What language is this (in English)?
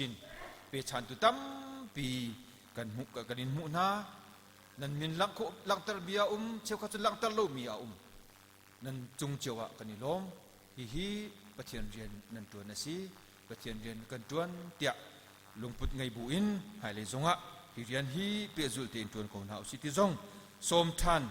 Hakha Chin